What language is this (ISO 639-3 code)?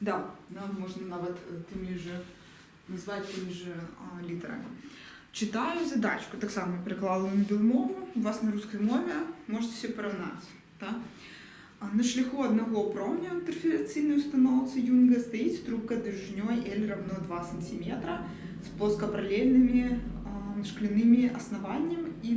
bel